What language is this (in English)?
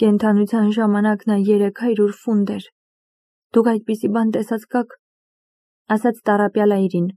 Armenian